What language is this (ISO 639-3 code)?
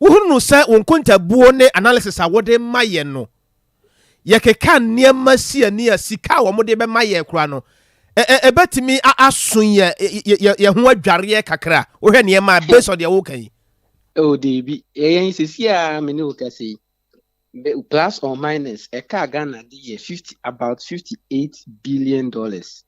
aka